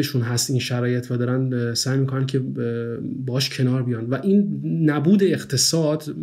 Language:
Persian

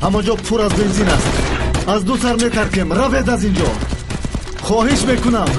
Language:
Tajik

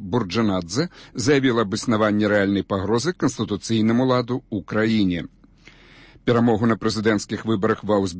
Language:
Belarusian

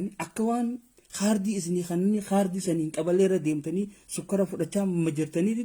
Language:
Oromo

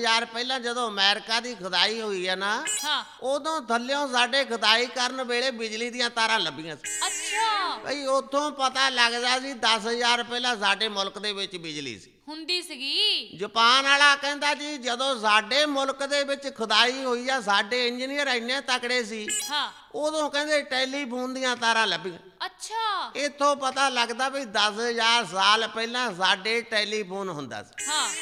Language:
Punjabi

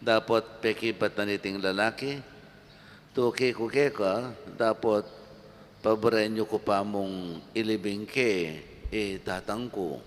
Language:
Pampanga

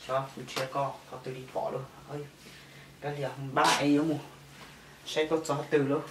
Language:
Hmong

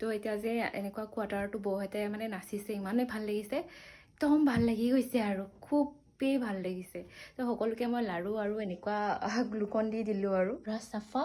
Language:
Assamese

